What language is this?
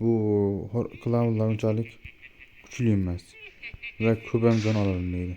Uzbek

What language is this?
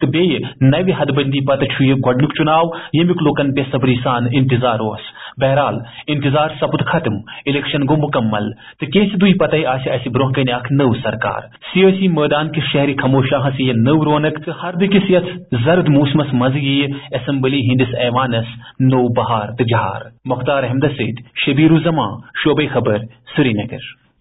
Kashmiri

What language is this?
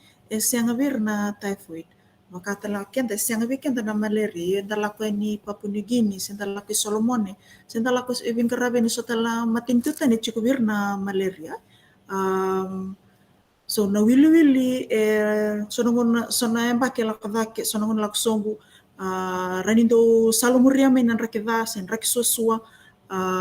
Fijian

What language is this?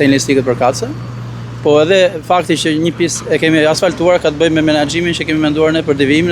Albanian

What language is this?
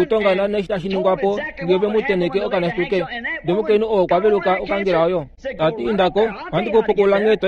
Kuanyama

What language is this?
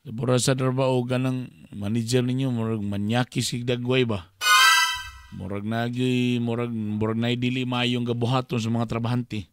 Cebuano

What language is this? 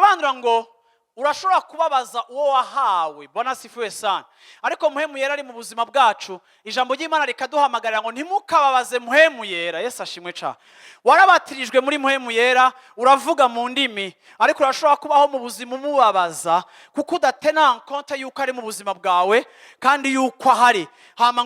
Rundi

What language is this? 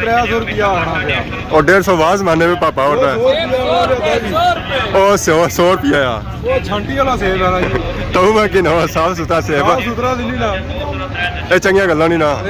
Pahari-Potwari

